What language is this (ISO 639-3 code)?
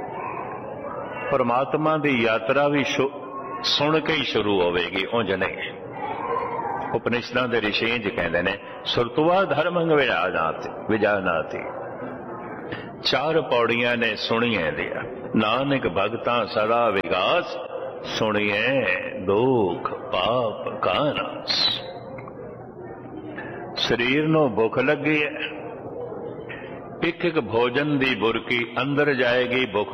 pan